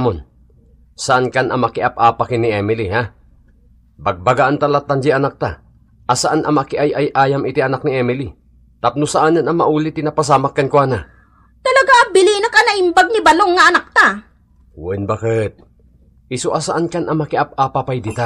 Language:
Iloko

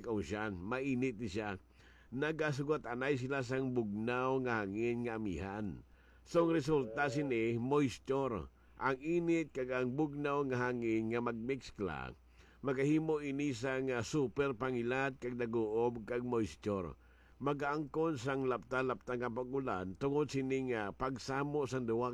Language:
Hiligaynon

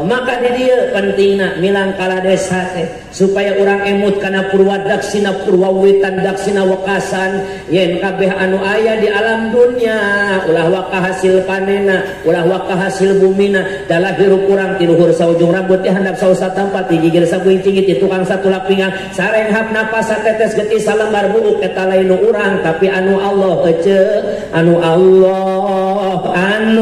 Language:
Sundanese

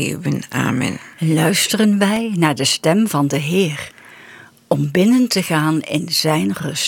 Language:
Dutch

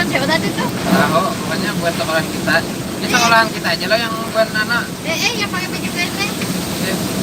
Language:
Banjar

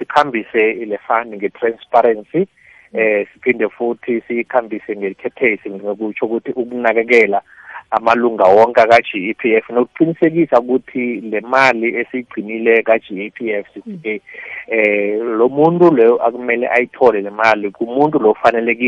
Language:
South Ndebele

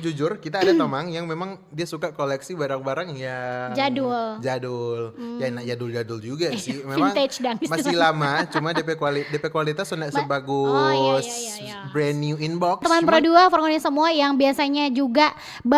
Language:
Manado Malay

